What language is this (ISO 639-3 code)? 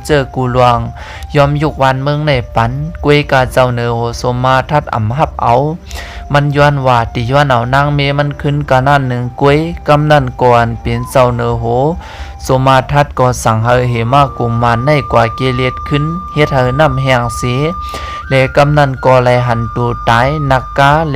shn